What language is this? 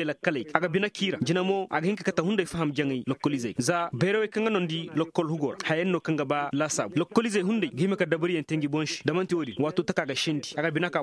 Zarma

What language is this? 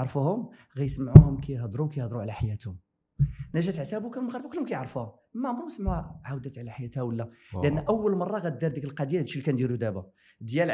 Moroccan Arabic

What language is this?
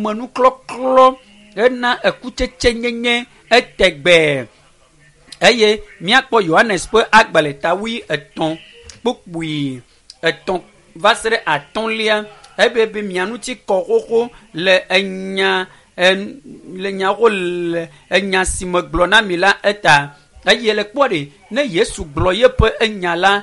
Ewe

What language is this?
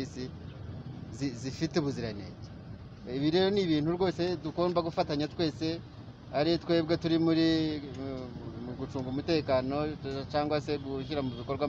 Kinyarwanda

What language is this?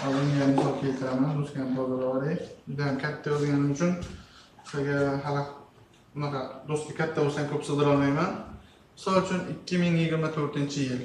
Uzbek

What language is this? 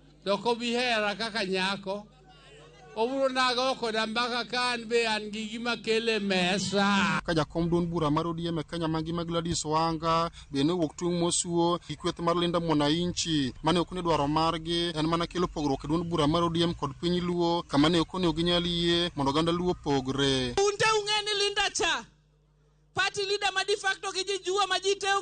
Luo (Kenya and Tanzania)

